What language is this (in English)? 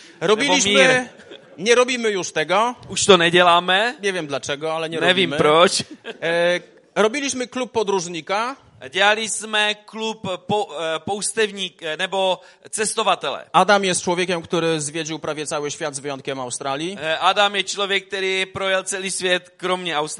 Polish